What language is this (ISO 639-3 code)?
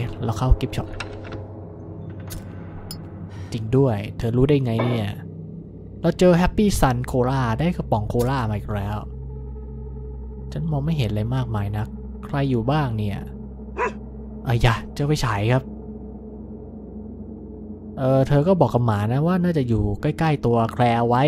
tha